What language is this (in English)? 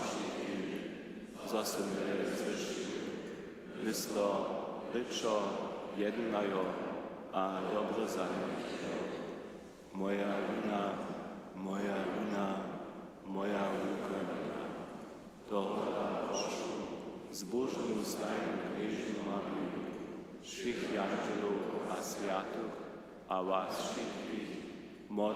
Upper Sorbian